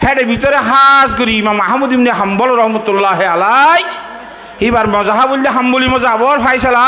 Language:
Rohingya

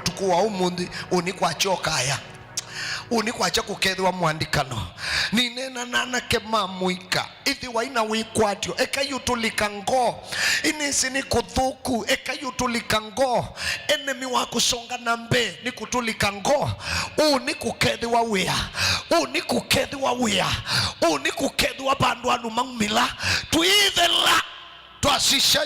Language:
Kamba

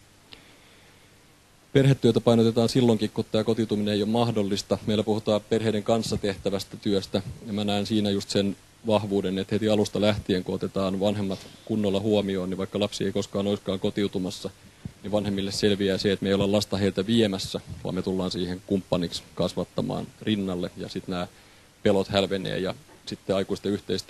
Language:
Finnish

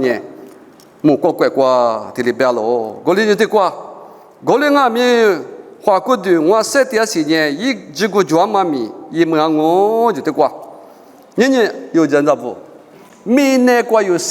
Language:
Lisu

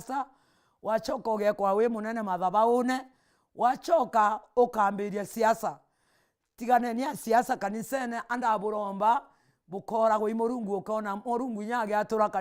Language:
Meru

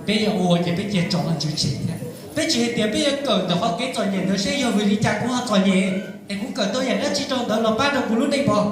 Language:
Hmong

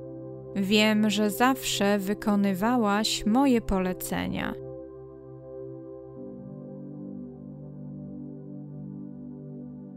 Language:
Polish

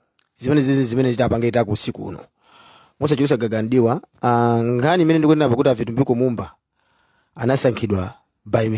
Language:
Nyanja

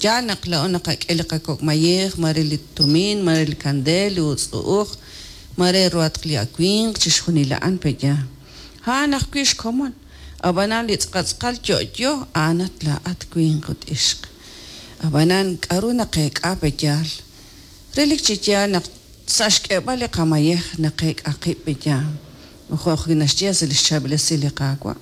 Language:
Kekchí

